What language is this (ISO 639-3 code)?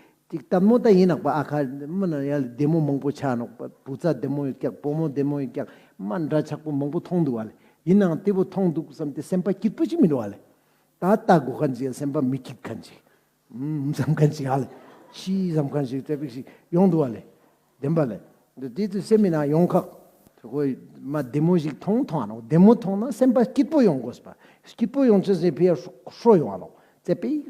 lbj